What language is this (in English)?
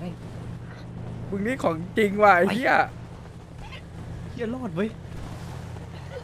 Thai